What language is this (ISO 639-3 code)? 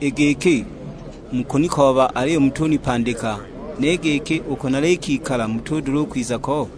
suk